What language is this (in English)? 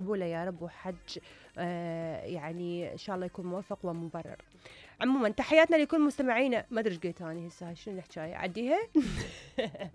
Mesopotamian Arabic